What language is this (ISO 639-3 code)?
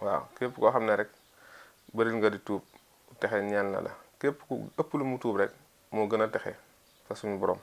wol